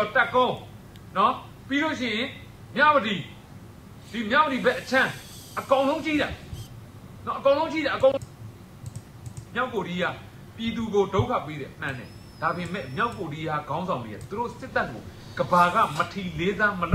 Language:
Burmese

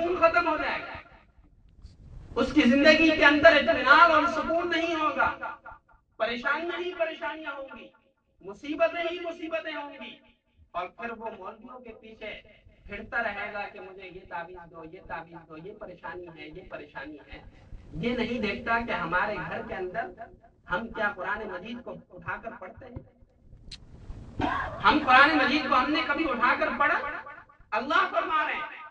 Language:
Urdu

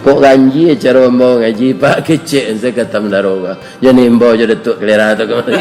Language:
Minangkabau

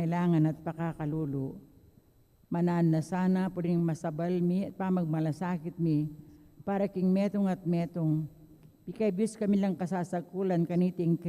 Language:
Pampanga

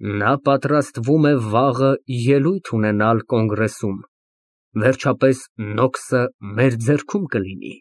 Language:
Armenian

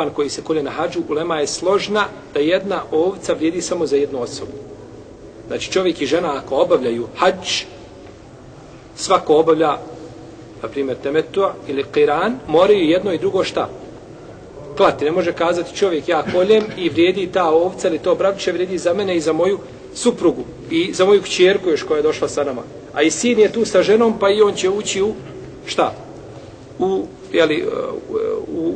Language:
Bosnian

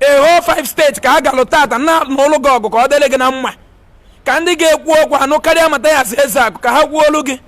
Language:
Igbo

